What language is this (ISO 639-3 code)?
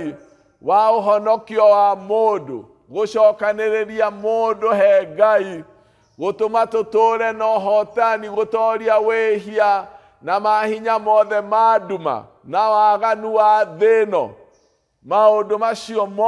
kik